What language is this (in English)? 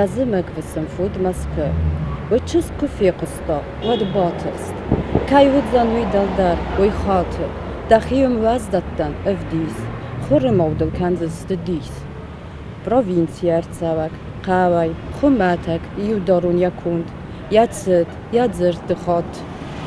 Ossetic